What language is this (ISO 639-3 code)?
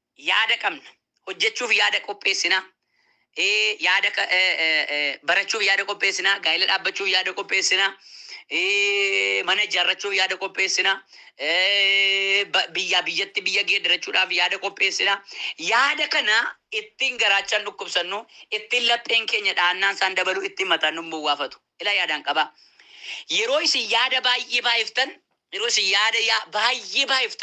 orm